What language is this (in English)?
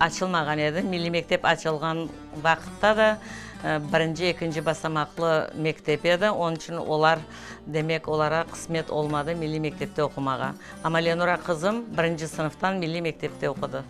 Crimean Tatar